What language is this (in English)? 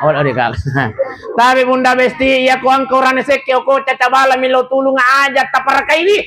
Buginese